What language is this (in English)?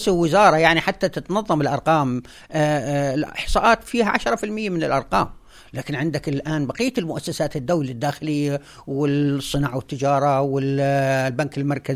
North Levantine Arabic